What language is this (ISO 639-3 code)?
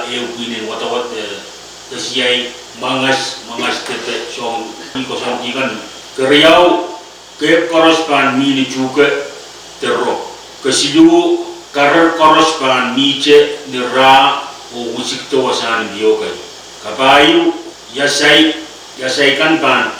pon